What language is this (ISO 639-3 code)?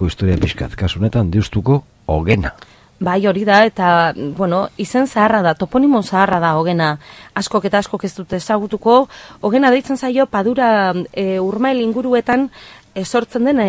eus